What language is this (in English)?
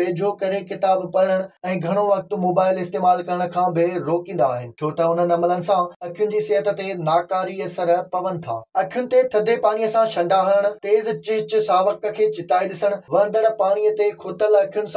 Sindhi